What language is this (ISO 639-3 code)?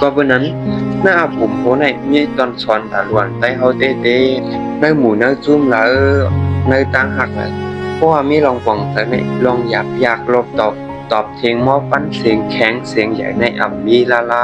shn